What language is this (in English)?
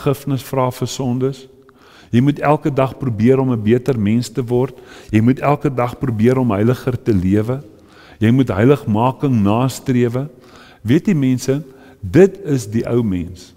Afrikaans